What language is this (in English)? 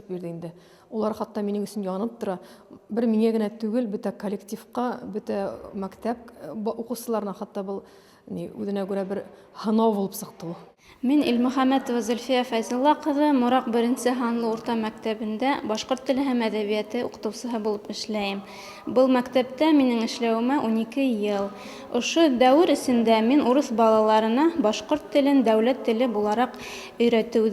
Bashkir